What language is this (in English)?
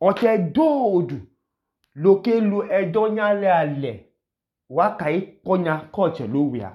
Idoma